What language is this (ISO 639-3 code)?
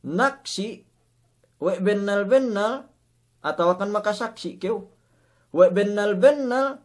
yka